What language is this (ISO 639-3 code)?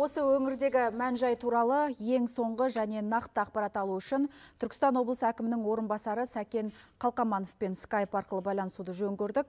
kaz